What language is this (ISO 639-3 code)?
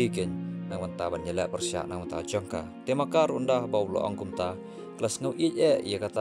kha